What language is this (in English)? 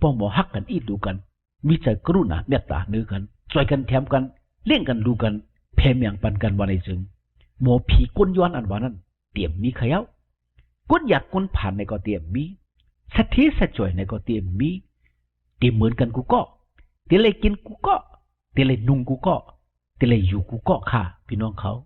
Shan